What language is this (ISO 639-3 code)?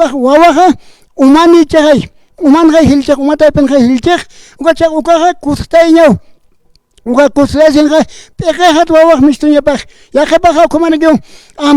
aym